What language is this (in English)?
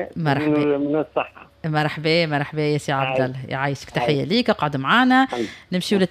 Tunisian Arabic